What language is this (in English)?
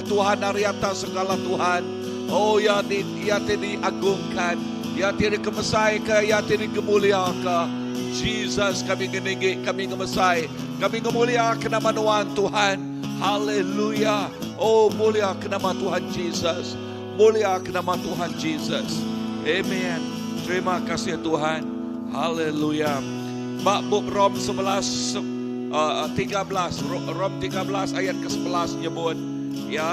Iban